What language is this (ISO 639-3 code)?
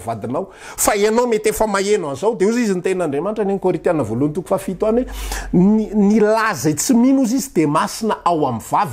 mlg